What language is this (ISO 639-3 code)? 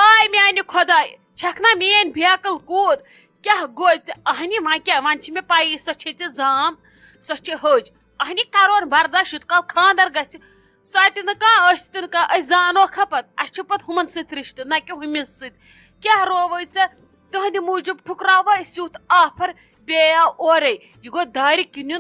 kas